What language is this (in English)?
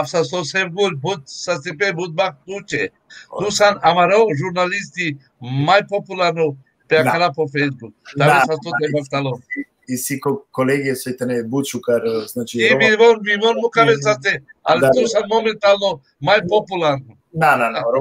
Balkan Romani